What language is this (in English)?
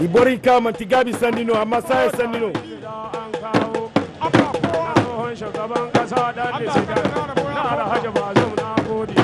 Zarma